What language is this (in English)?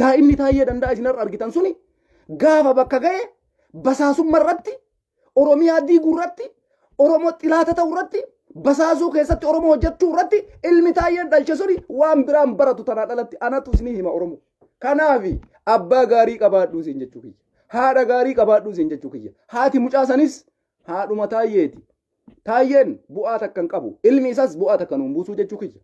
Oromo